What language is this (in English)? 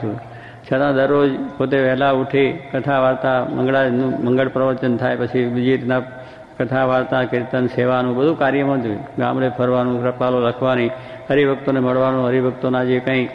Gujarati